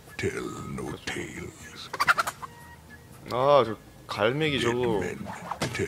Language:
Korean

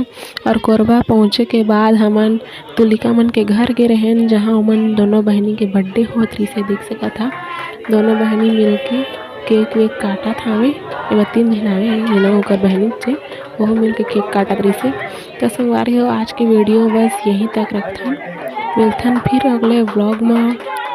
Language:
Chhattisgarhi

